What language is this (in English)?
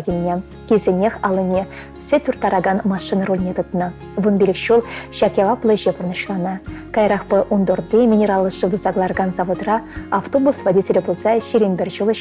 Chuvash